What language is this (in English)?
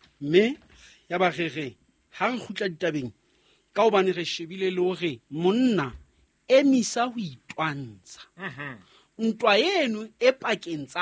Southern Sotho